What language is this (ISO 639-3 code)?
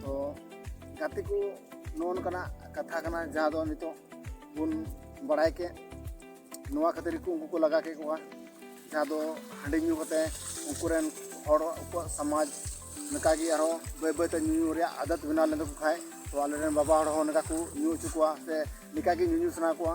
sat